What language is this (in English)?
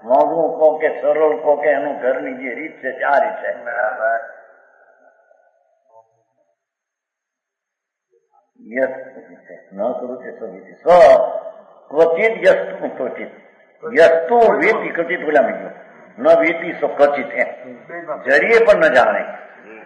Gujarati